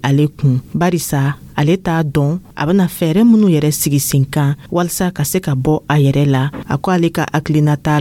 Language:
Dyula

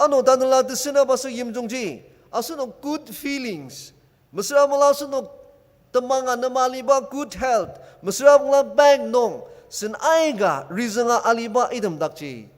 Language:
Ao Naga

